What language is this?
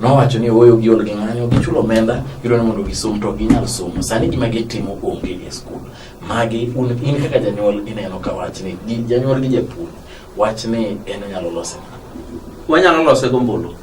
Luo (Kenya and Tanzania)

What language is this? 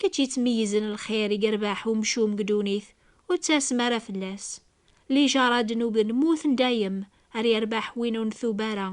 Kabyle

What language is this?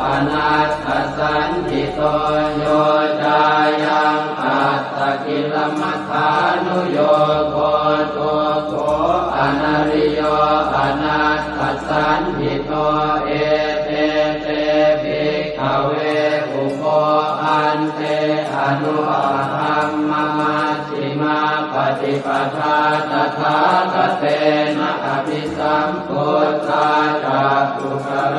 Pali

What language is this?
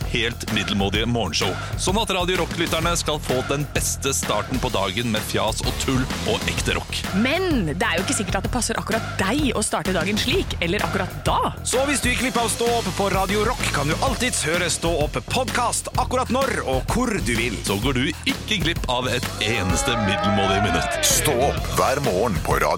Norwegian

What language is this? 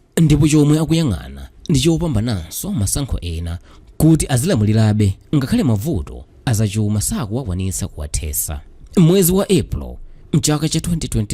Nyanja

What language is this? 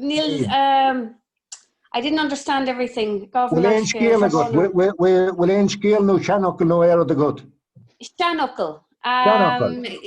Irish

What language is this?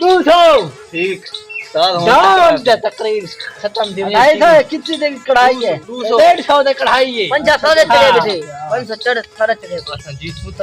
Saraiki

